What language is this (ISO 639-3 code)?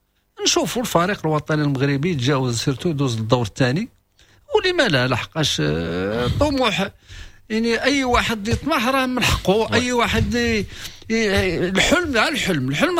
ary